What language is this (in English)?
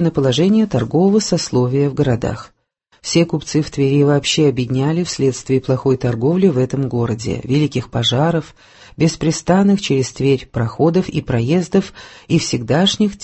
Russian